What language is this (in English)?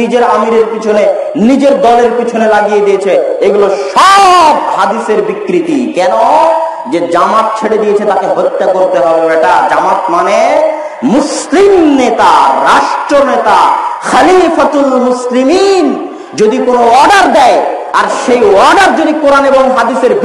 Bangla